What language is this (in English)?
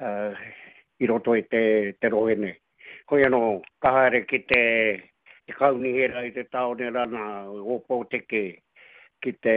Māori